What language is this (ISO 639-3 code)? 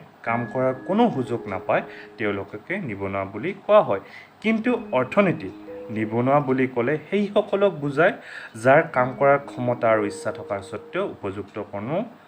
asm